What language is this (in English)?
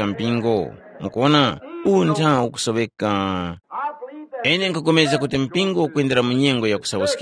Tumbuka